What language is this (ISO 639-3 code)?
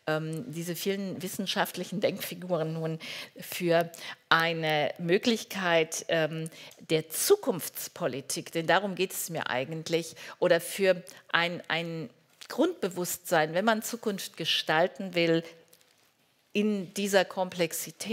deu